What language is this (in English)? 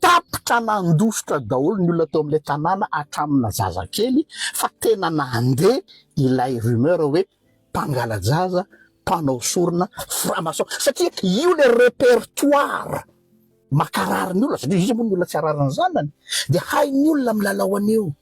Malagasy